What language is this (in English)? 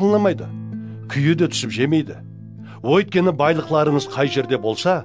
Kara-Kalpak